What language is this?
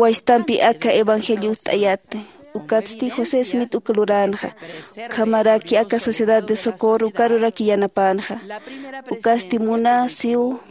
Aymara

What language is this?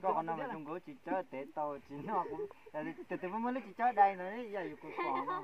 Hmong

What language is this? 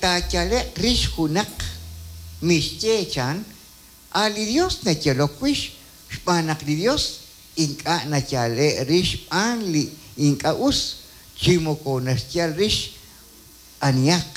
Kekchí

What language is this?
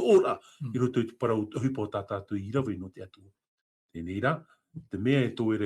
Tahitian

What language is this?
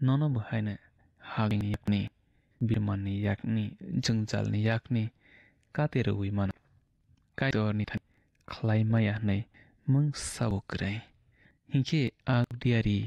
Kok Borok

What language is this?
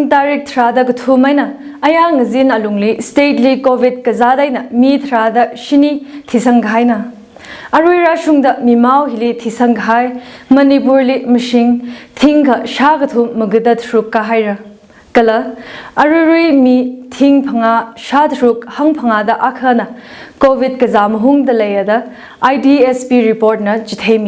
Tangkhul Naga (India)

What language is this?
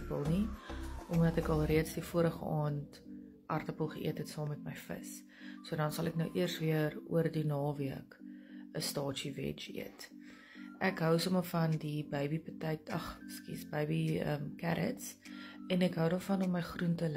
Afrikaans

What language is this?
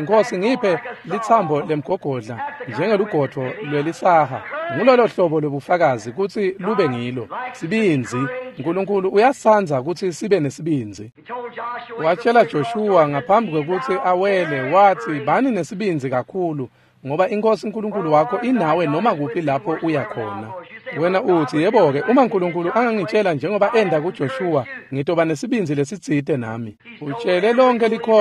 Swati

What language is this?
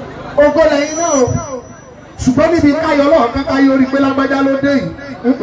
Yoruba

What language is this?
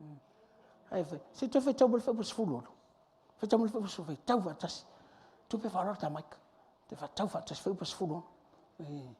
Samoan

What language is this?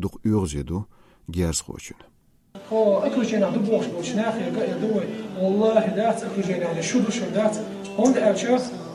Chechen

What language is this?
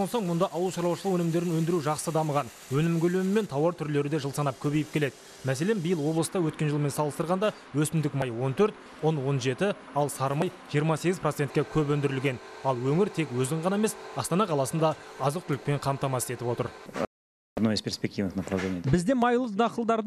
Kazakh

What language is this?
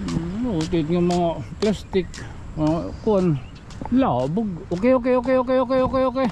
Waray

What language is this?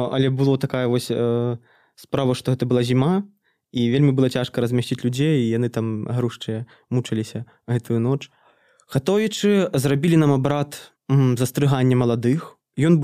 Belarusian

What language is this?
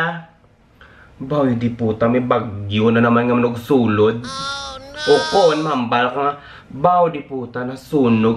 Hiligaynon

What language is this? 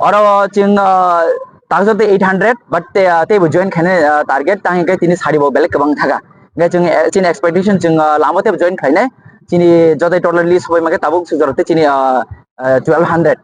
Kok Borok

